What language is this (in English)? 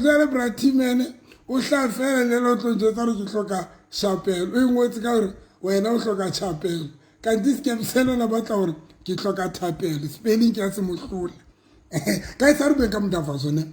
Southern Sotho